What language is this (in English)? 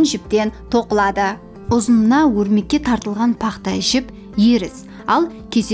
Kara-Kalpak